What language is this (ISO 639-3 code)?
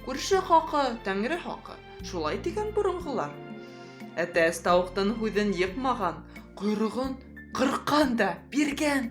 bak